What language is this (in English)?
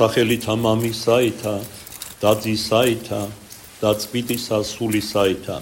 Georgian